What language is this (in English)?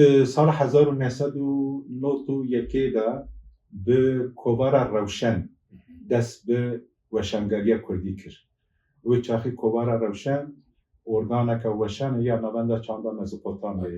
Kurdish